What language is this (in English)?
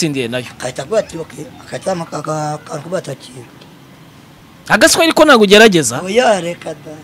Kinyarwanda